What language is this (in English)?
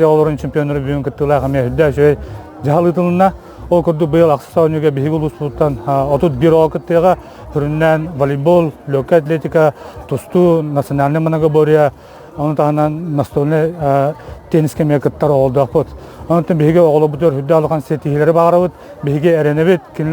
Yakut